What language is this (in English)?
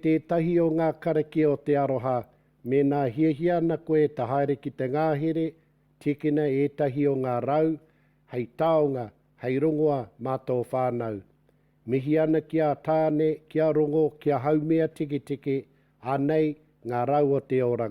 Māori